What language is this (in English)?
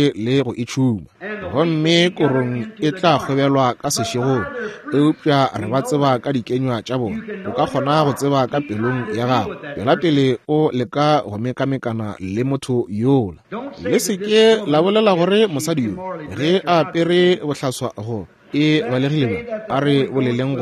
Northern Sotho